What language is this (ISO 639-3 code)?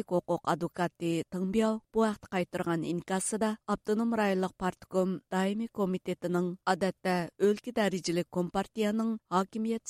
uig